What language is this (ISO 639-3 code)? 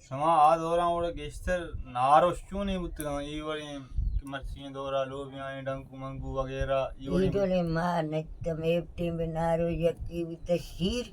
bal